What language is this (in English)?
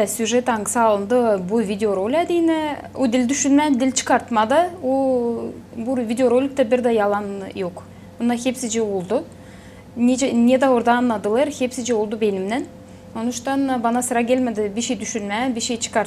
Gagauz